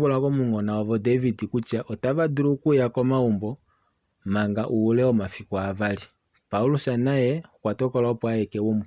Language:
Kuanyama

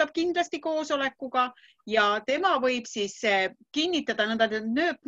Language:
Estonian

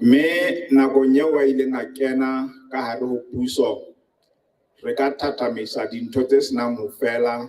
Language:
Southern Sotho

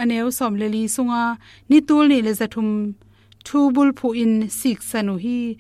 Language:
Tedim Chin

